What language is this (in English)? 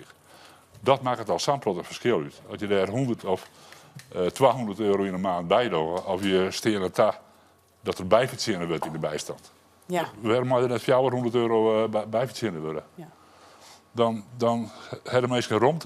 Western Frisian